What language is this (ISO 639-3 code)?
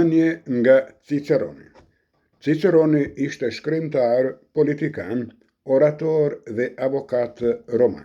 sqi